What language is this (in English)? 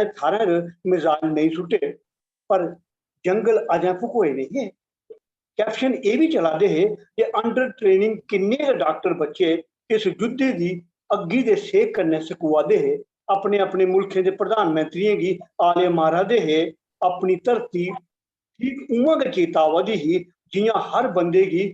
Dogri